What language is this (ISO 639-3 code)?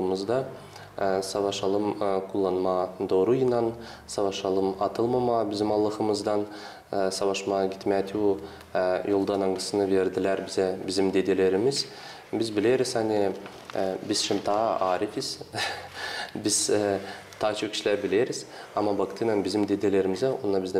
gag